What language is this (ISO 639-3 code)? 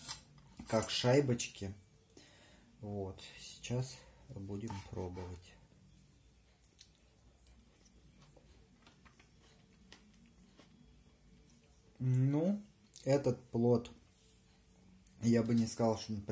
rus